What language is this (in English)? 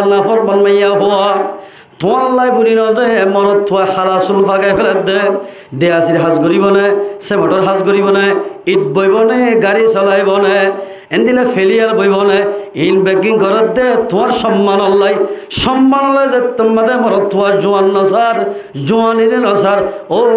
Rohingya